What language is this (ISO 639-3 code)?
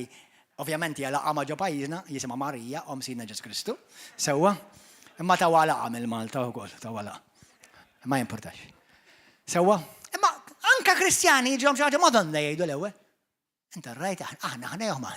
mlt